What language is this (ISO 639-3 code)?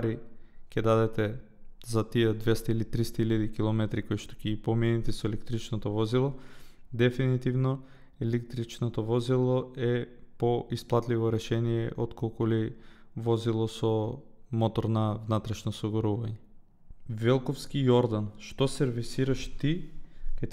mkd